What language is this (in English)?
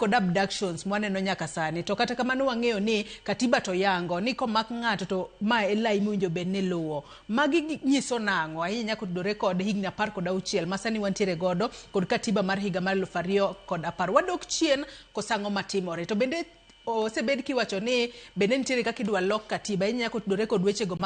Luo (Kenya and Tanzania)